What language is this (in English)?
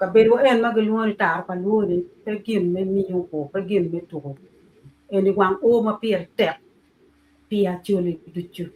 Acoli